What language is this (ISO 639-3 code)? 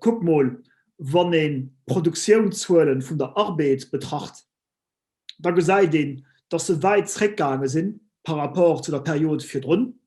ltz